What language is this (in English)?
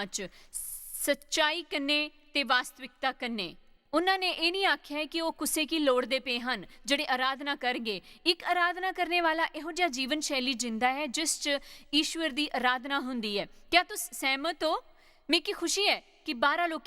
Dogri